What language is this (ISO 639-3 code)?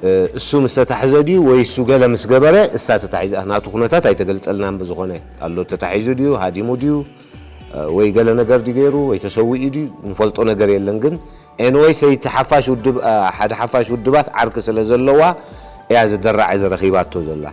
tir